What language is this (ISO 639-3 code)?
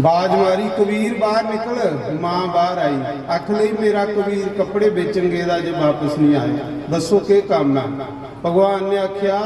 doi